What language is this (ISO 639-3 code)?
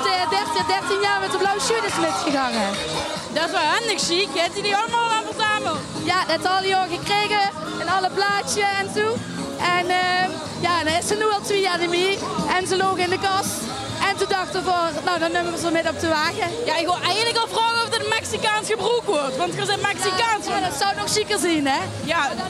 lim